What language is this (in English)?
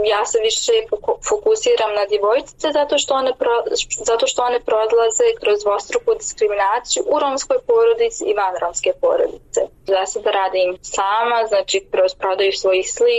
Serbian